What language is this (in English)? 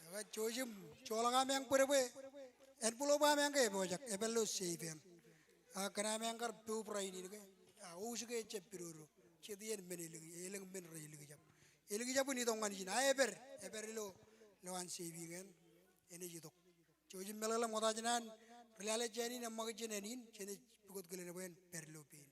Marshallese